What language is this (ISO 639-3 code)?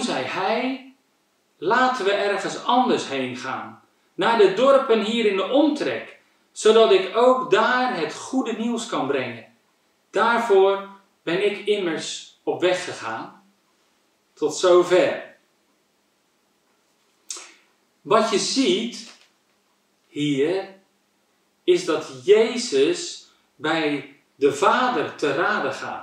nld